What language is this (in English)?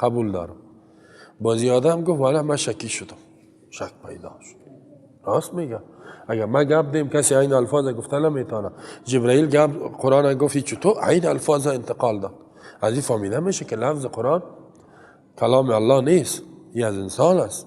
Persian